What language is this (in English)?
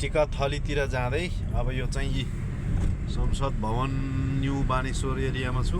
Nepali